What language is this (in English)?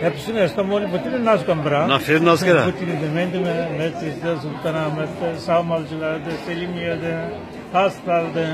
Zaza